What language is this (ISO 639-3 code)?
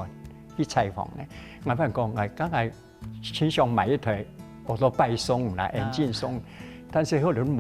hak